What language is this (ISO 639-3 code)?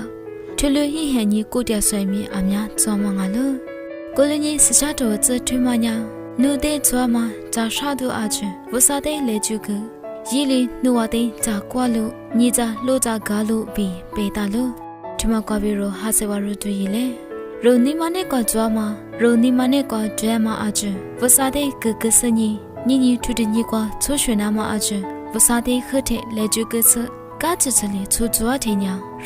lis